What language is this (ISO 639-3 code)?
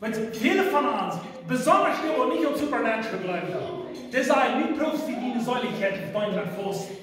pdt